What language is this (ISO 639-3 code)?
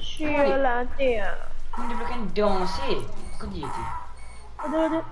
mfe